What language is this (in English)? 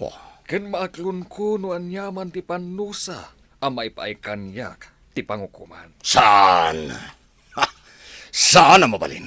Iloko